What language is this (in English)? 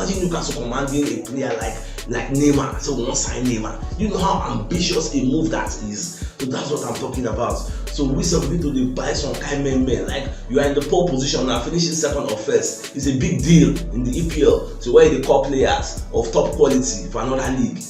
Nigerian Pidgin